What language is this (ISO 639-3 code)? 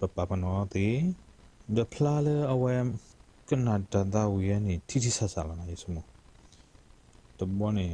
ksw